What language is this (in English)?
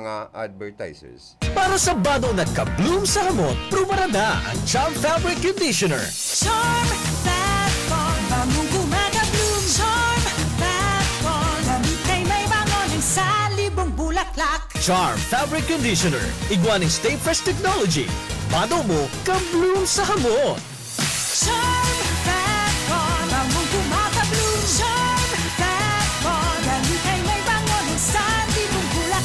Bikol